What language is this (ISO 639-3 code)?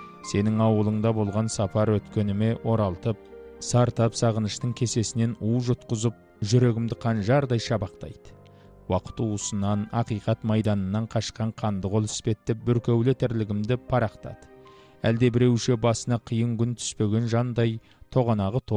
kaz